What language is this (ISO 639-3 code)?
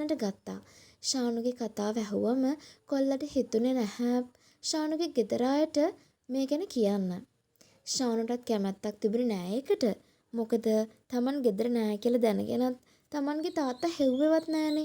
sin